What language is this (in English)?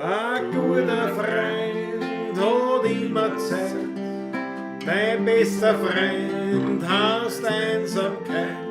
Bavarian